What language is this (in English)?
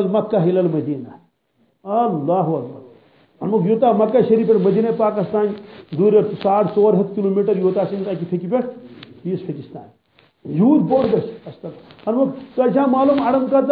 Kashmiri